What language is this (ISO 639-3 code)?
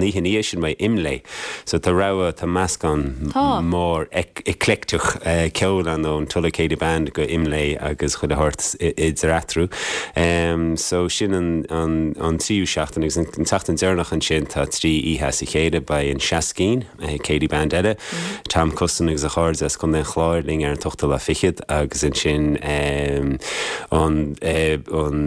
gle